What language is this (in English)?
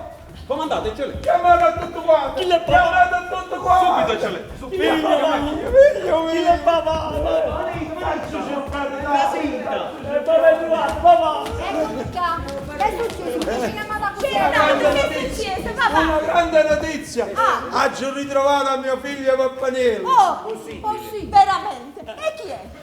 Neapolitan